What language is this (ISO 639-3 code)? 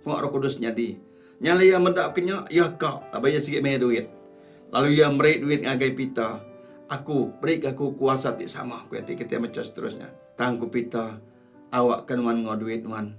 iba